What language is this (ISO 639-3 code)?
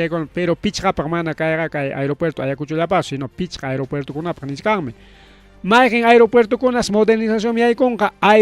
quy